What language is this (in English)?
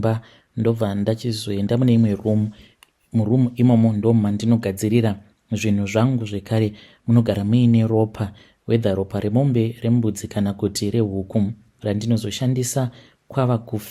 Shona